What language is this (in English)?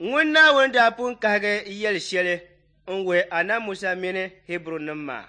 Dagbani